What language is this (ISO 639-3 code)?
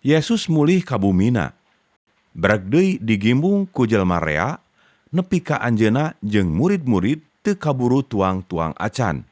sun